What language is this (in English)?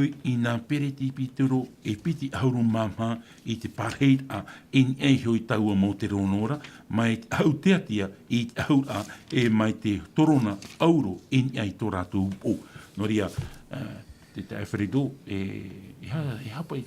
Tahitian